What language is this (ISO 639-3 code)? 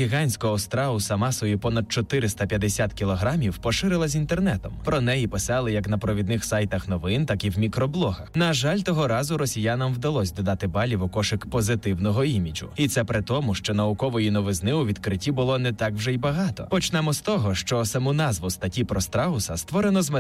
ukr